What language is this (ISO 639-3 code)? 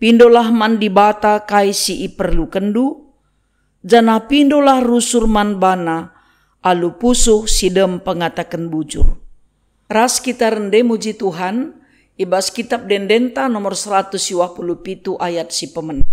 btx